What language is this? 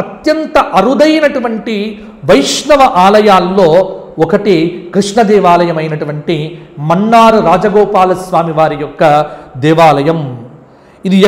Telugu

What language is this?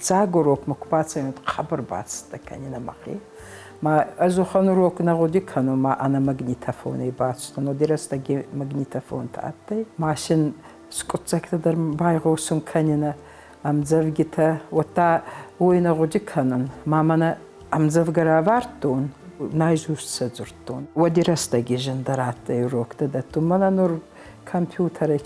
Ossetic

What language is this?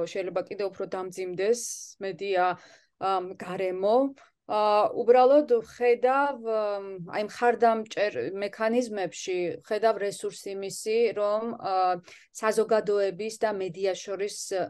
Georgian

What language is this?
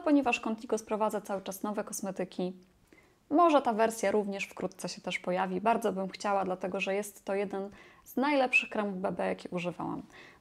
Polish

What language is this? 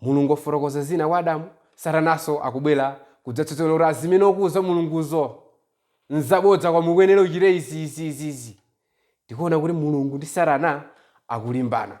Nyanja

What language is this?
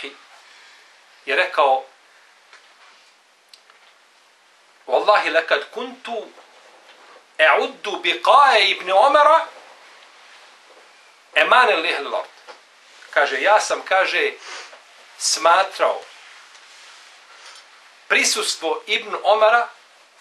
Bosnian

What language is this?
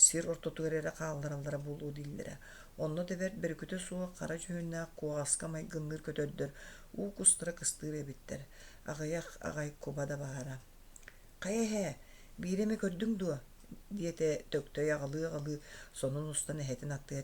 Yakut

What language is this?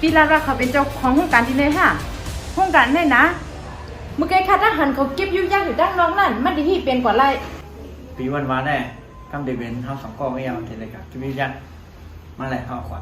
Shan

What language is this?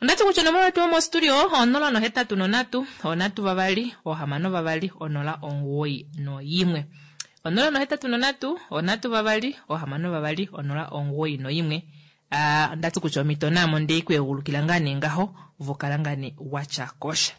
Kuanyama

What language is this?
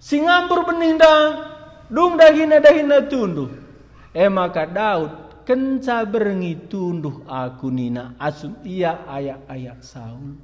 Batak Karo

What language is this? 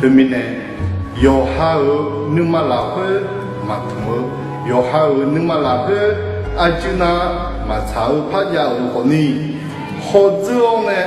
Akha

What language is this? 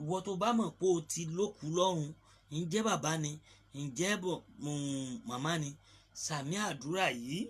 Yoruba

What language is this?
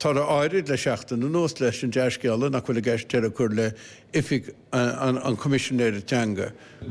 Irish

